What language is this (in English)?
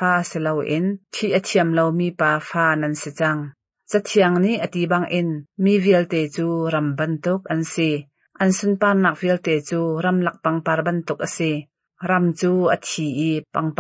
Hakha Chin